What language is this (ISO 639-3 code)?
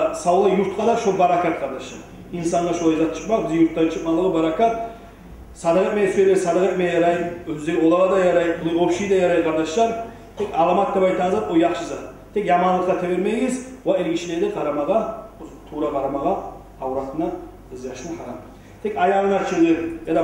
kum